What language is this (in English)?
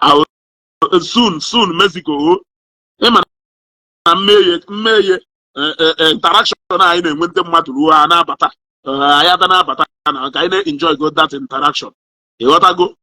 Igbo